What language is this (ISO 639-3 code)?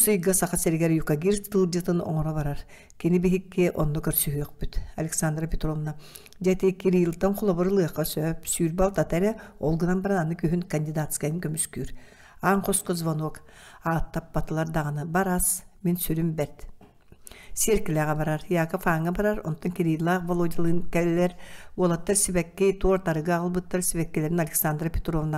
sah